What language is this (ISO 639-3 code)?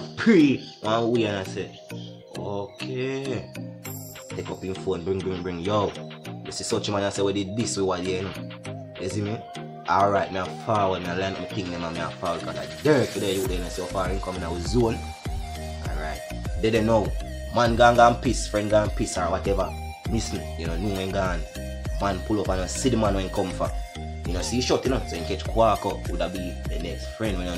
jam